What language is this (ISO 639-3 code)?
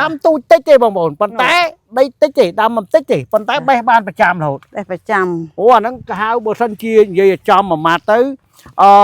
khm